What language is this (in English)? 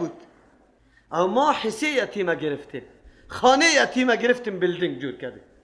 Persian